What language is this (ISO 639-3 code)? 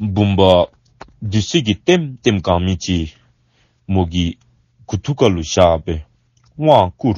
dzo